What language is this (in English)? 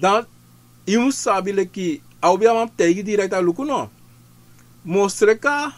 Sranan Tongo